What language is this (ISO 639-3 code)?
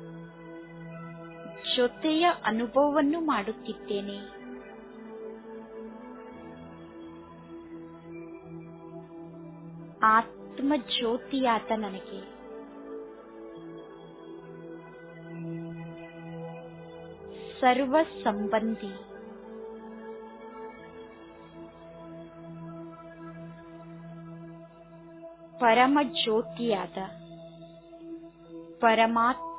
kan